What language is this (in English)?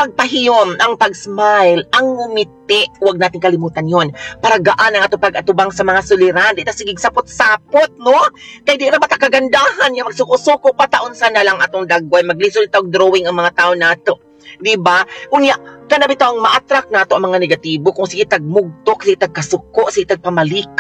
Cebuano